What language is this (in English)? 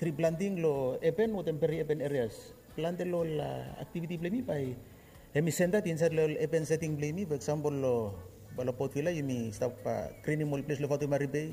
Bislama